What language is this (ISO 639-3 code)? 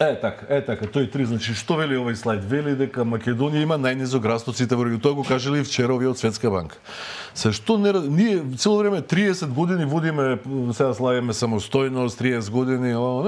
mkd